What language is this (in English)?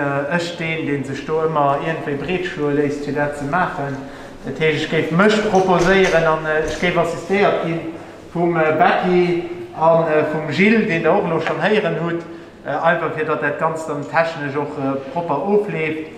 Luxembourgish